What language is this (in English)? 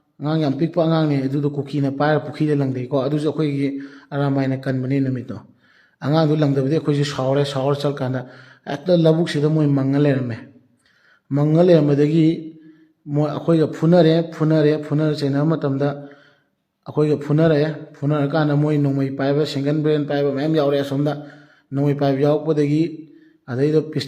Manipuri